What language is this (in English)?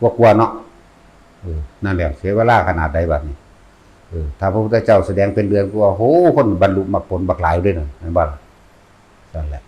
Northeastern Thai